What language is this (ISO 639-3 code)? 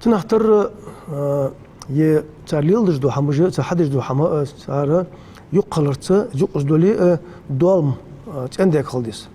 inh